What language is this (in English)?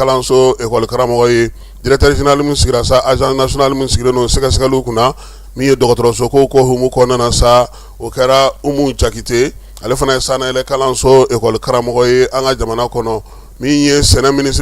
Bambara